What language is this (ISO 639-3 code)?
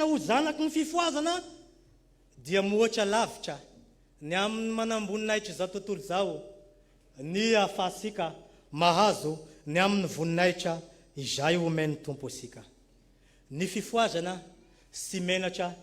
mlg